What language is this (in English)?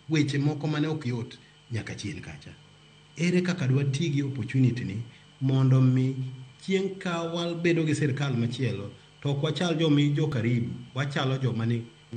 Luo (Kenya and Tanzania)